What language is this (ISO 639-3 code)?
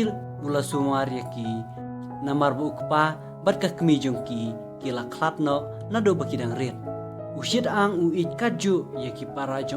kha